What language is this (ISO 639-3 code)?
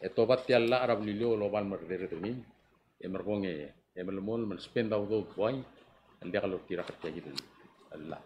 pau